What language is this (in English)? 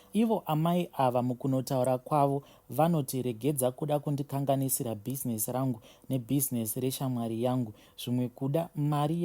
Shona